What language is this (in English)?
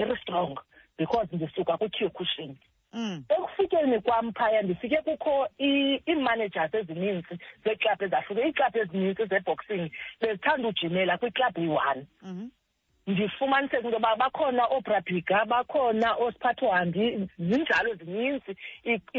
Xhosa